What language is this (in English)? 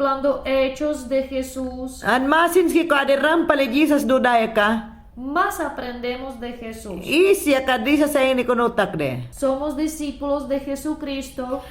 Mayangna